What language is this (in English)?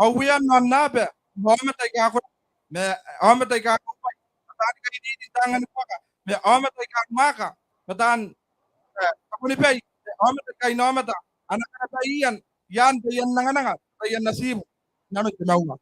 Gilbertese